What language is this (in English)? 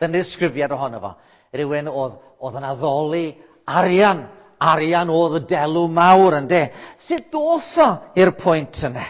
Welsh